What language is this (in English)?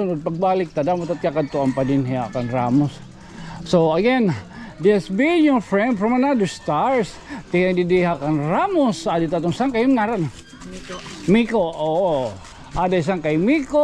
Waray